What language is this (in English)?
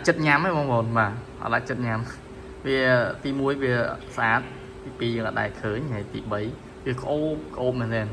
Khmer